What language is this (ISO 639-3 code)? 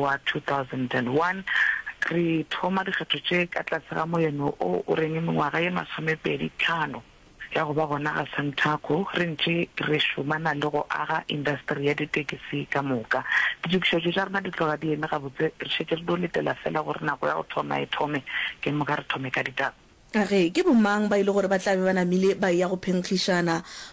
nso